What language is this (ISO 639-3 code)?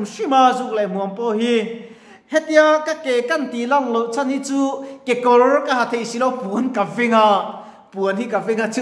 lus